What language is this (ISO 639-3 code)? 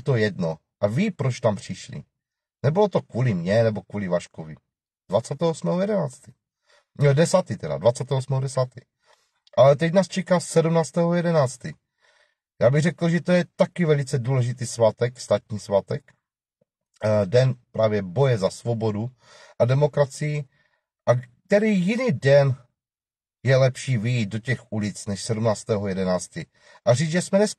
ces